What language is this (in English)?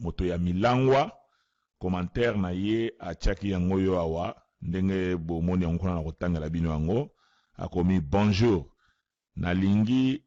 Lingala